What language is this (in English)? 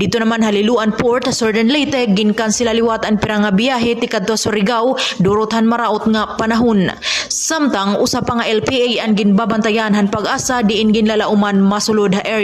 Waray